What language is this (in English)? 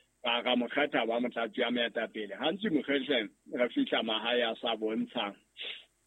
Southern Sotho